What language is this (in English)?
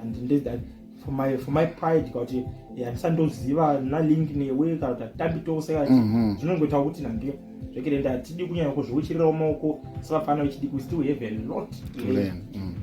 Shona